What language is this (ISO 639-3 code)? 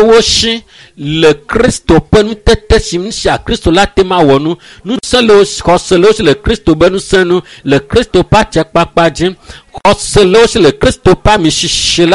ewe